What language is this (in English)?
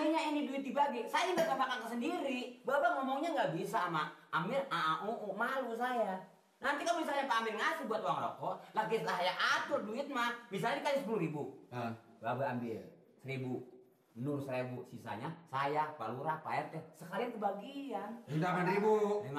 Betawi